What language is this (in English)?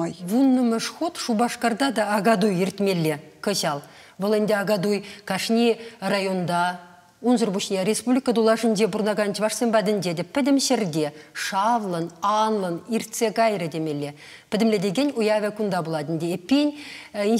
Chuvash